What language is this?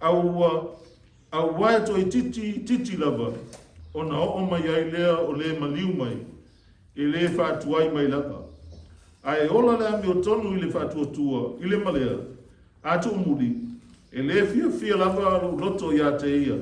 Samoan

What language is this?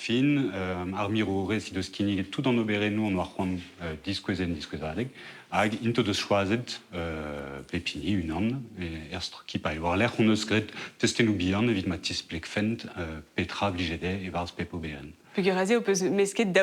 Breton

